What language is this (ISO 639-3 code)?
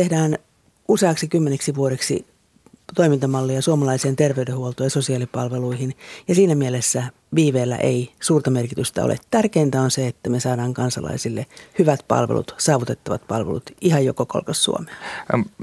fin